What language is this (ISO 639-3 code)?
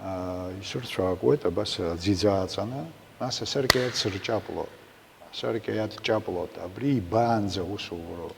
abk